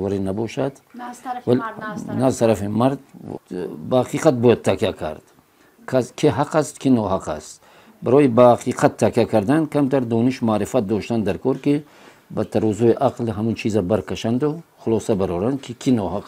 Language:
Tajik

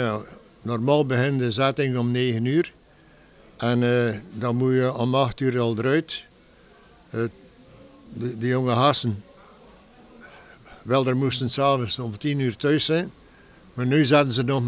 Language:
Dutch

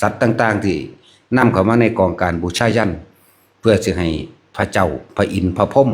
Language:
Northeastern Thai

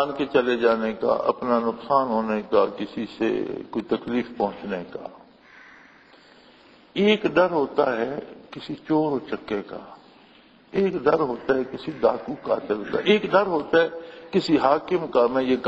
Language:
Urdu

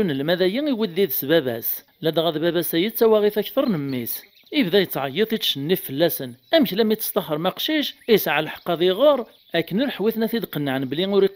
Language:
Kabyle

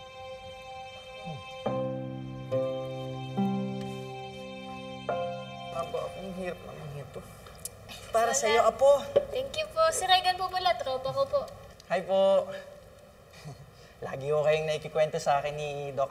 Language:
Filipino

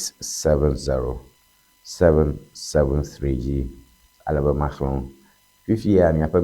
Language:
Ewe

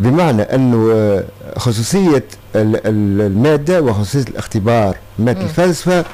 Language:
Tunisian Arabic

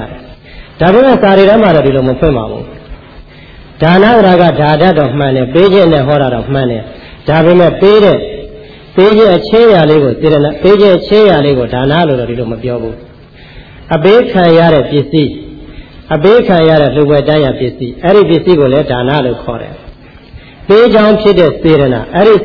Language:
Burmese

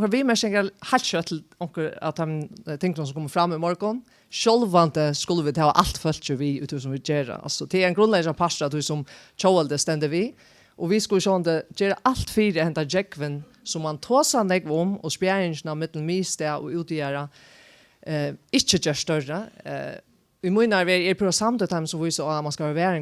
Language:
Faroese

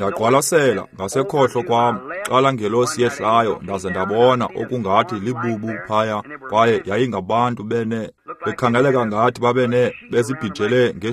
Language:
Xhosa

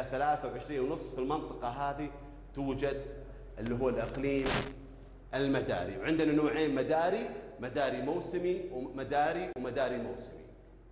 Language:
Arabic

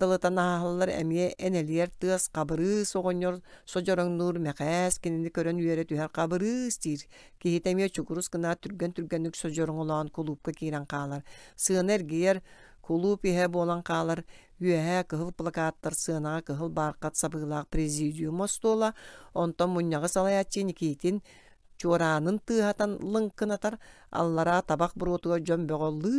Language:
Yakut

